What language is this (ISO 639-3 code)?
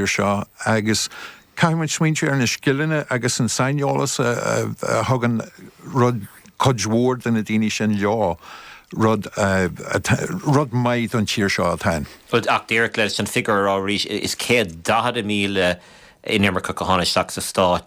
gle